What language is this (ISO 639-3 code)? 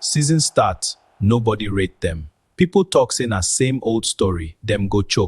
pcm